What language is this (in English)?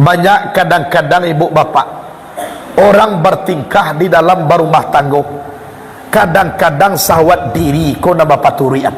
Minangkabau